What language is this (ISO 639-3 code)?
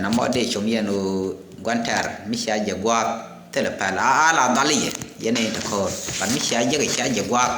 nus